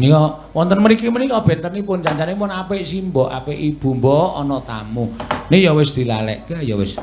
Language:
Javanese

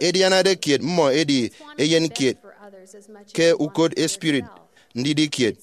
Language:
Efik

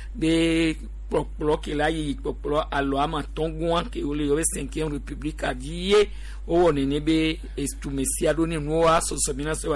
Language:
Gen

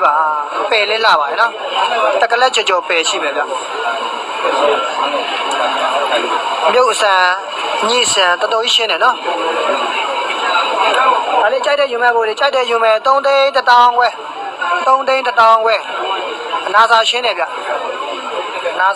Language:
Burmese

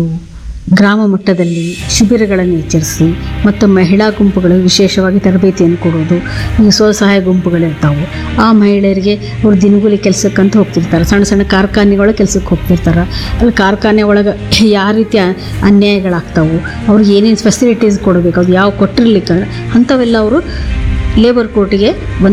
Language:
Kannada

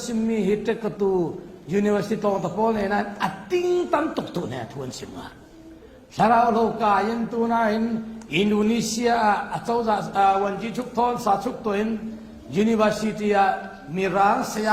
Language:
Falam Chin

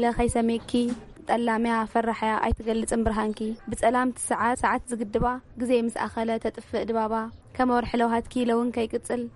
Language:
Tigrinya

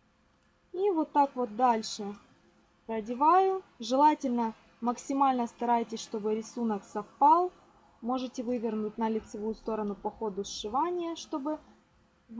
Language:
Russian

